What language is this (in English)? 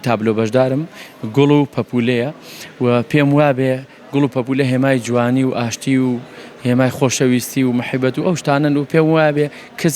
Central Kurdish